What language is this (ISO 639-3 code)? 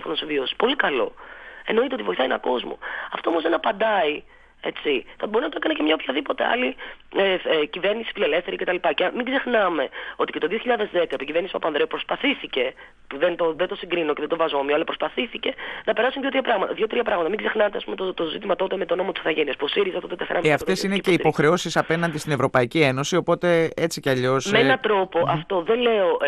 ell